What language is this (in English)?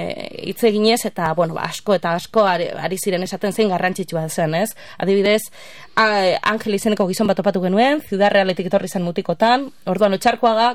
Basque